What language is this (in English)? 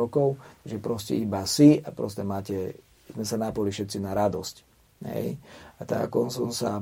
Slovak